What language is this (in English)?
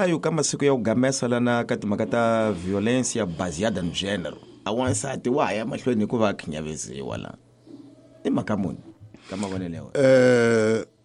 Tsonga